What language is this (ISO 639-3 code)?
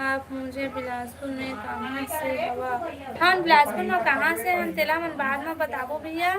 hne